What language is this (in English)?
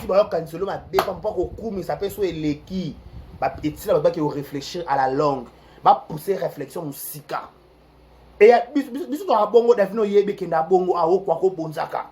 Lingala